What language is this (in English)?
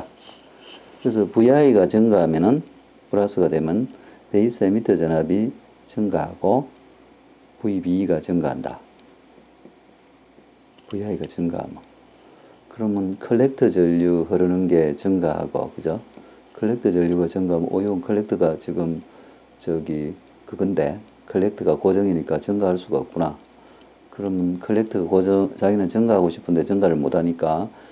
Korean